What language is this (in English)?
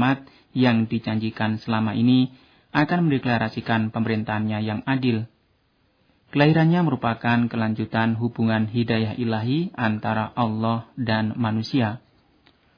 Indonesian